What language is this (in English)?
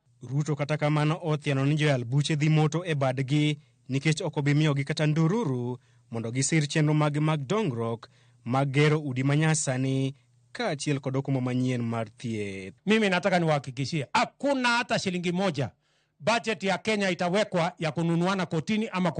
Luo (Kenya and Tanzania)